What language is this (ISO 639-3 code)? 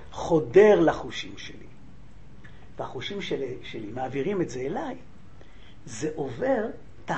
heb